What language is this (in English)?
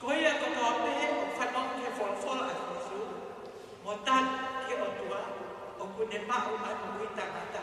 Tongan